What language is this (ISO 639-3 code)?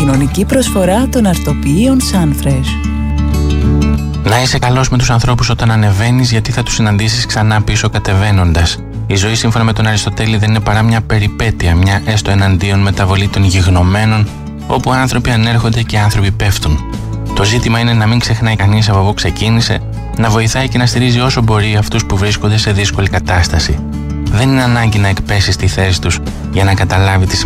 ell